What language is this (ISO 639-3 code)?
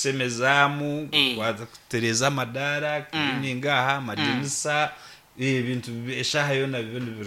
nyn